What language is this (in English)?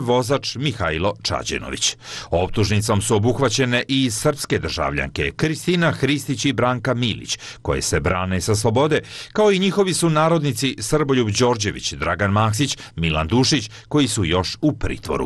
Serbian